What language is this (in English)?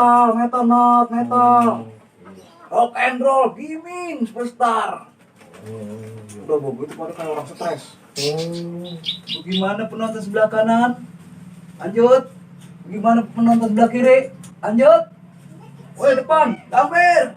Betawi